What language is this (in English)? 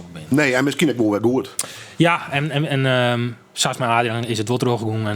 Western Frisian